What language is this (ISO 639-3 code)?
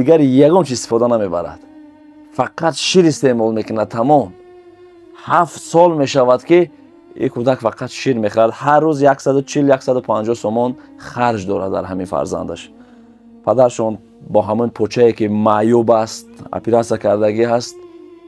tgk